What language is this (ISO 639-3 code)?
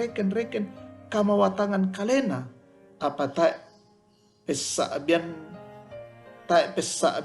sda